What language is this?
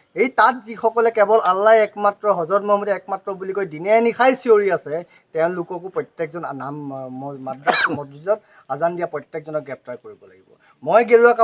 Assamese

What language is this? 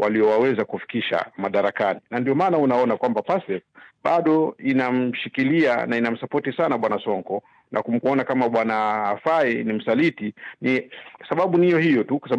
Swahili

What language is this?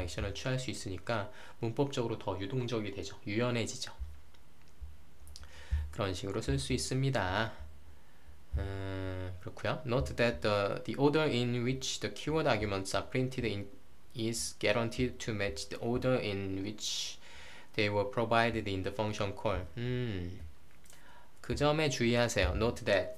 Korean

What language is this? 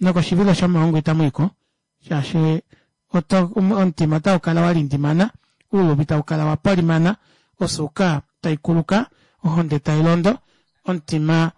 Kuanyama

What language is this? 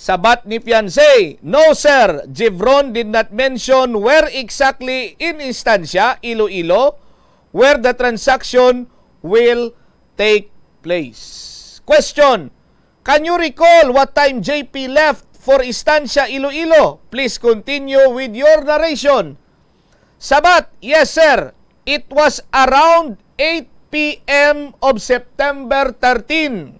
Hiligaynon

